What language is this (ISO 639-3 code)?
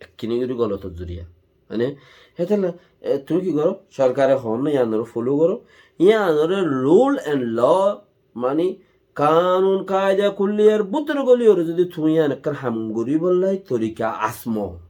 rhg